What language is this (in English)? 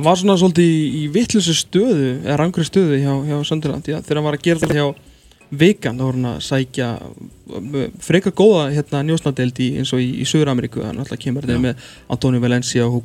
Icelandic